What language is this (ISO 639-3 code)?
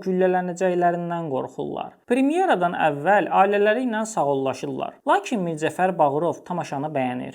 aze